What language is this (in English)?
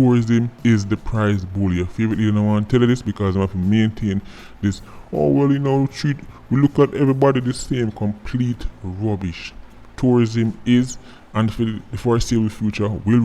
Jamaican Creole English